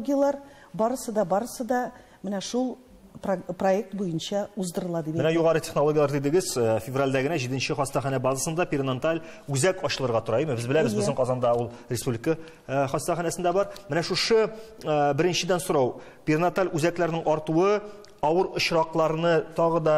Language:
Tatar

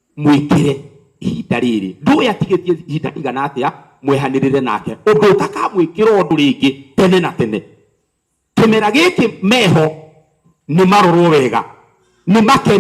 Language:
Kikuyu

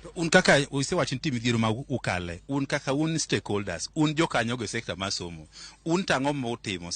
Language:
Luo (Kenya and Tanzania)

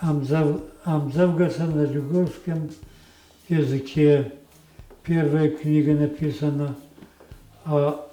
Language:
Ossetic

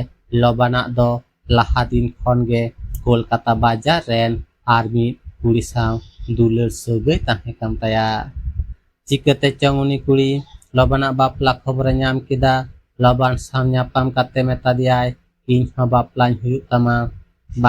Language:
Santali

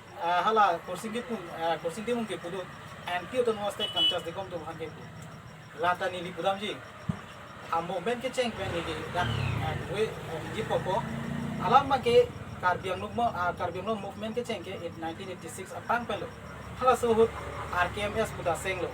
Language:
Karbi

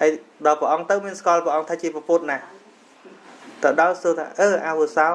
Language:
Khmer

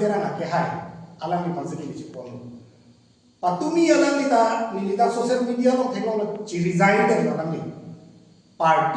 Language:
Karbi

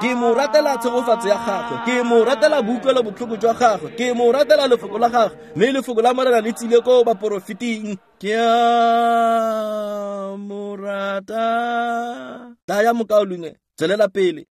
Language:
Tswana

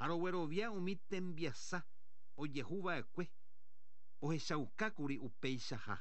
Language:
Guarani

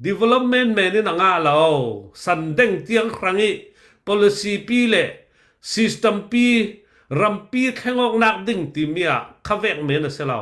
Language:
Falam Chin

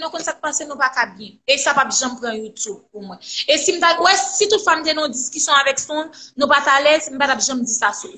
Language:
Haitian Creole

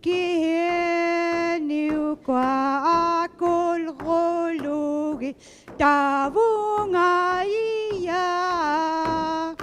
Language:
Inuktitut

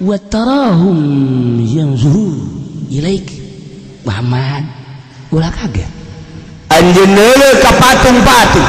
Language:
Sundanese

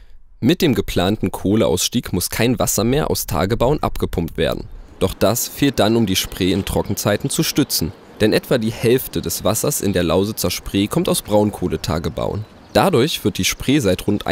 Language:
German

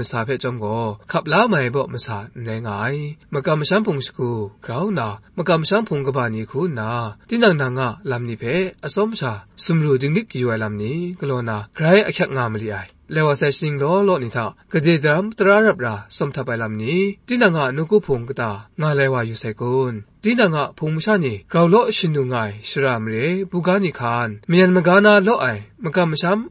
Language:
Kachin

